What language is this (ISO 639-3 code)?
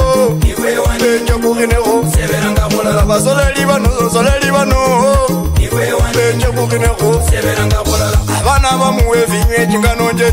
luy